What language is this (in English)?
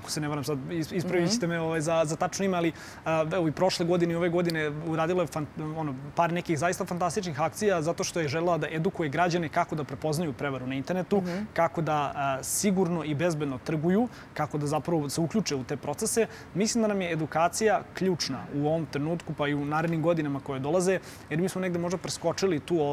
Serbian